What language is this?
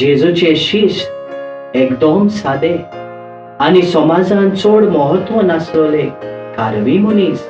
Konkani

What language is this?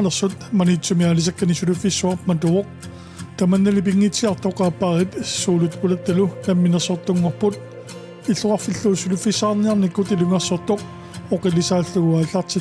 Kalaallisut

